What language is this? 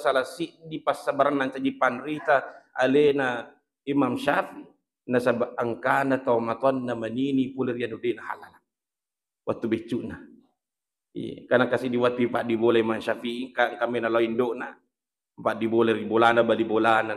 Buginese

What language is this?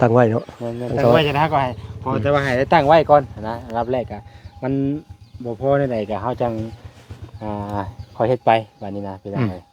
Northeastern Thai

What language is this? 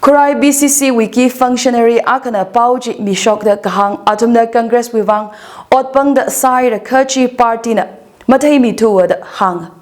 Tangkhul Naga (India)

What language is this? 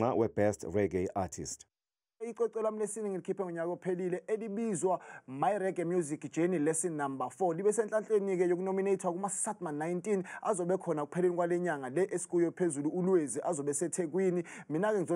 Zulu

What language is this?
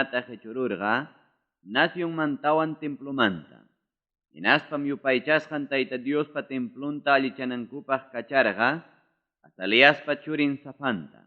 Ayacucho Quechua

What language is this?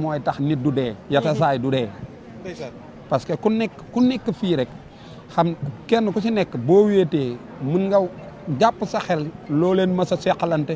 Wolof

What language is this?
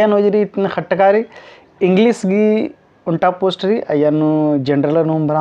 Kurukh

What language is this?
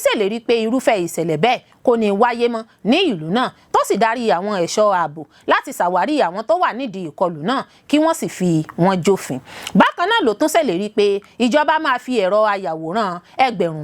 Yoruba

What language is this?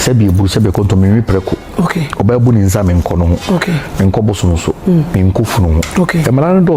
Akan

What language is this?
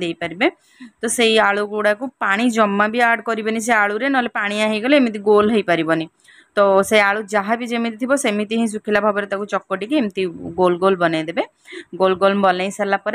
Odia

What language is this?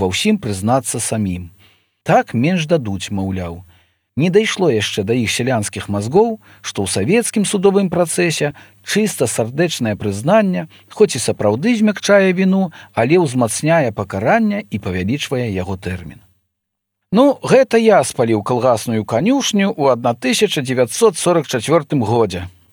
Belarusian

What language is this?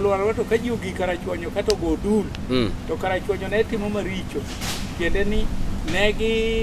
Luo (Kenya and Tanzania)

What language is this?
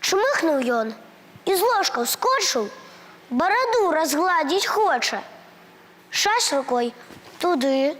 Belarusian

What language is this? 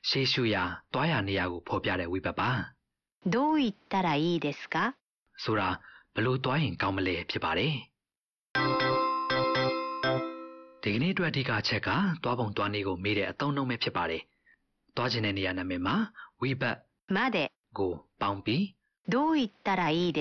Burmese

